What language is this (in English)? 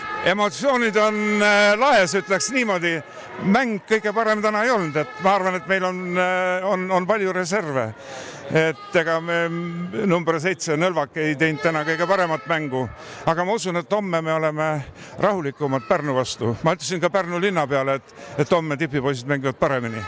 Estonian